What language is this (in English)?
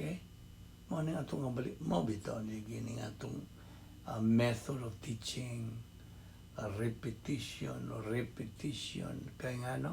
Cebuano